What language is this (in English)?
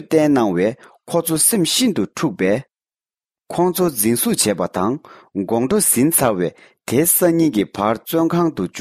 Tibetan